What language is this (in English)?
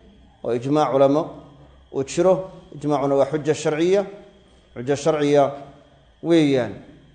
Somali